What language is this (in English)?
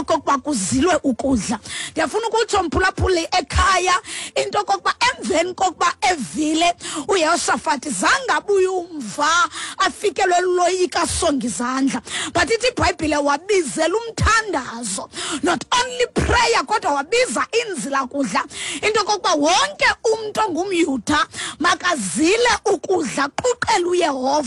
Xhosa